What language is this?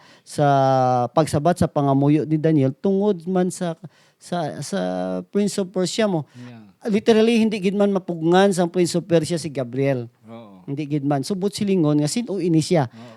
Hiligaynon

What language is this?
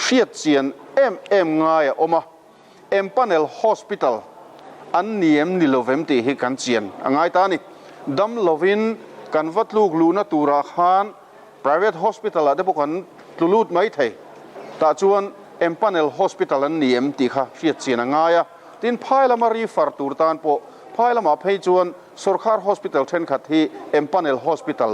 Mizo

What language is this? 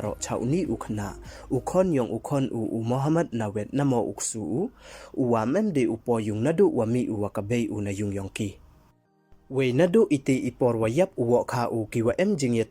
Pnar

